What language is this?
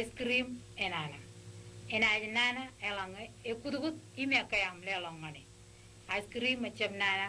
Marshallese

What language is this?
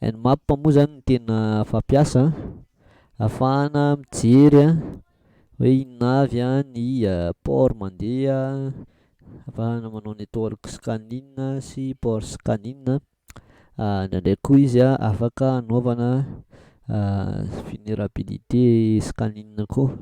Malagasy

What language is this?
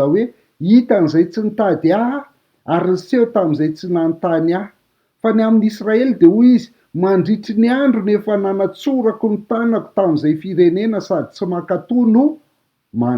Malagasy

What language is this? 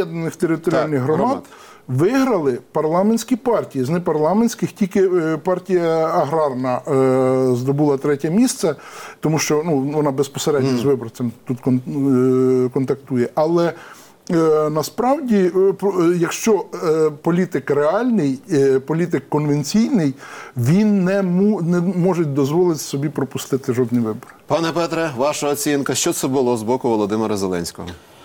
Ukrainian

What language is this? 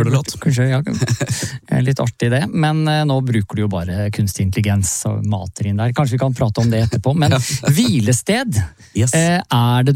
Norwegian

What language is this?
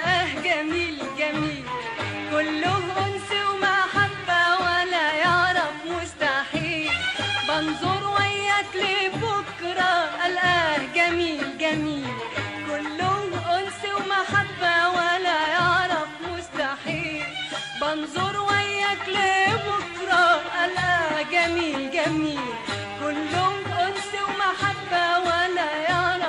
Egyptian Arabic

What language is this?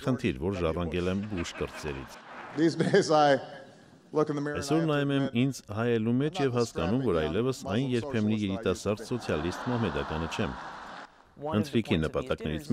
Armenian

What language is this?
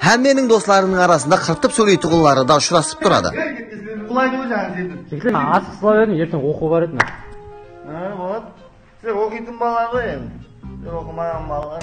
Kara-Kalpak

